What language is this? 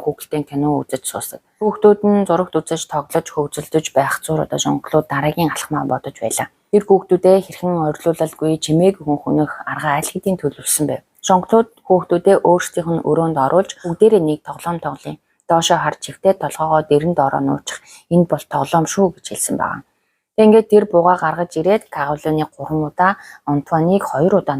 Mongolian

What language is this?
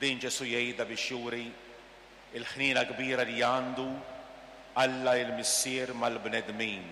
Maltese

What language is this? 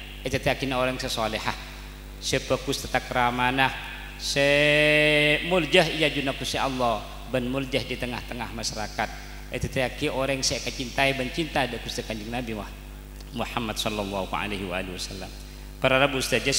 Madurese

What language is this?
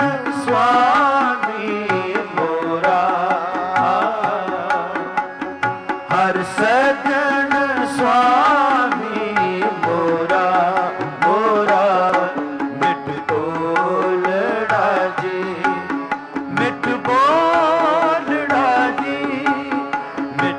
Punjabi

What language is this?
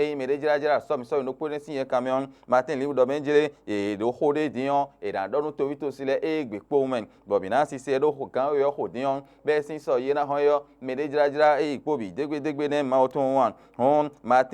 Fon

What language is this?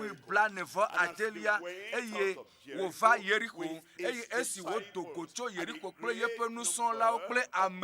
Ewe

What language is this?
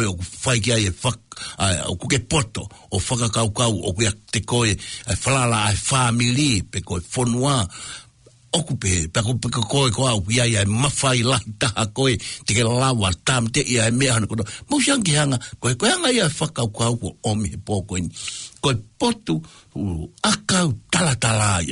Tongan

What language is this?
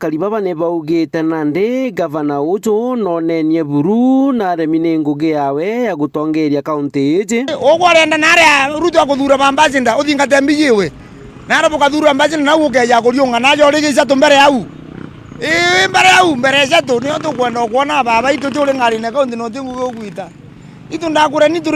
Meru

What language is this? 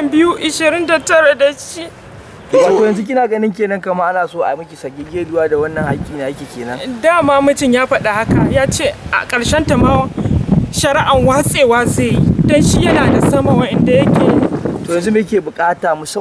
Hausa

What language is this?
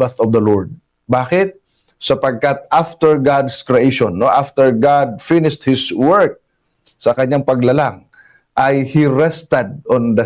Filipino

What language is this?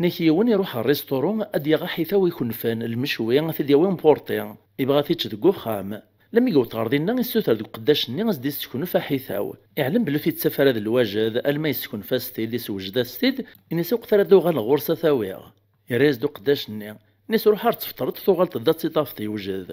Kabyle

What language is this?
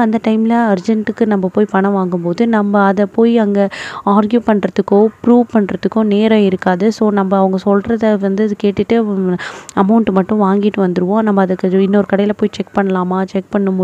Tamil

